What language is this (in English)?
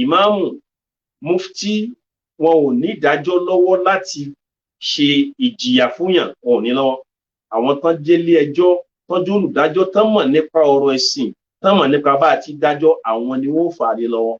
Yoruba